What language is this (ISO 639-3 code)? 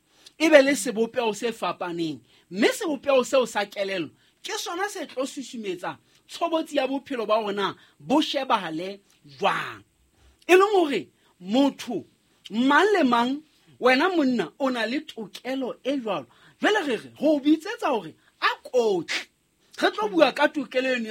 sot